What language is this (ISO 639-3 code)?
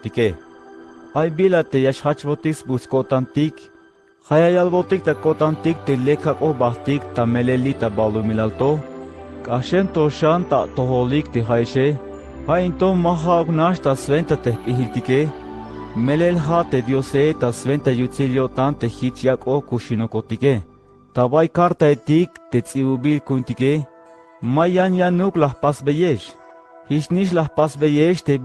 tzh